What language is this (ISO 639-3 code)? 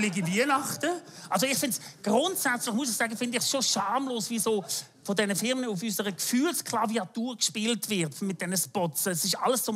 gsw